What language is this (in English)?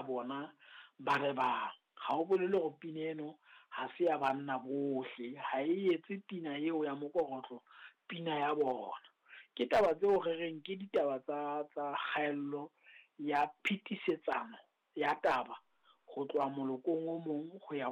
Southern Sotho